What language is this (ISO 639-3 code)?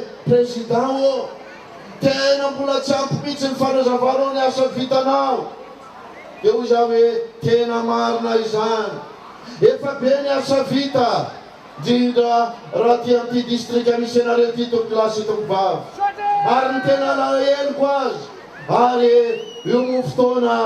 mlg